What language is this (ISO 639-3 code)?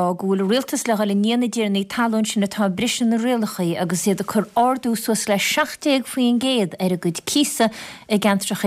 gle